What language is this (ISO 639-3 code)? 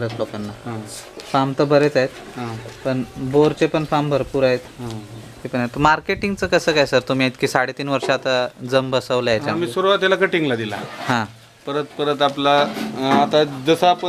mar